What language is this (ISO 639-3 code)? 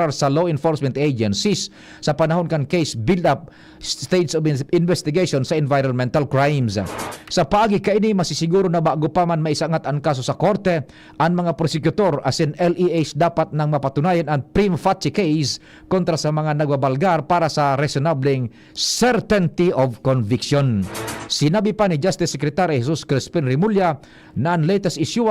bik